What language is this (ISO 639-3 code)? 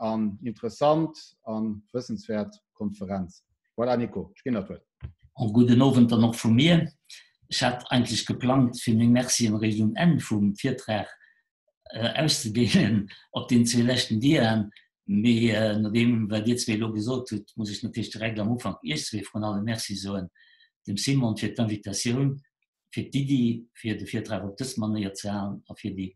ltz